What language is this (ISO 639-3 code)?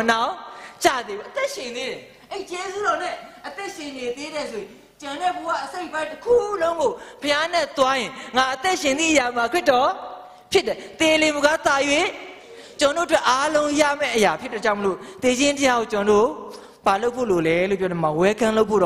mya